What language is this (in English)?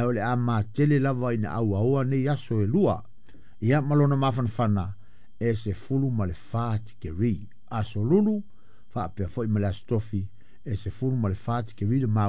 Samoan